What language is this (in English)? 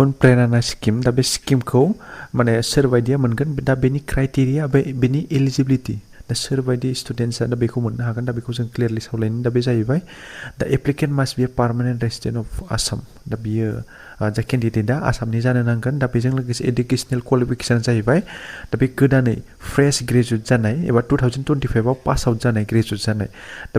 Bodo